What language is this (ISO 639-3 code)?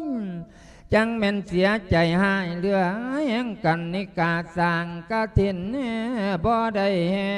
lao